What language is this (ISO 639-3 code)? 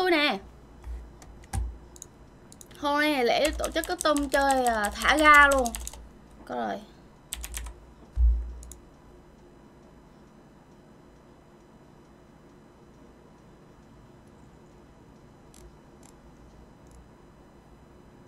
vie